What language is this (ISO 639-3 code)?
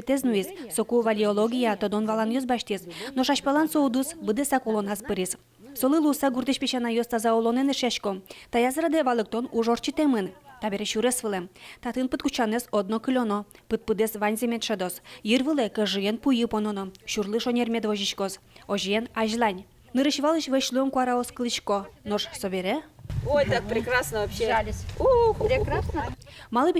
udm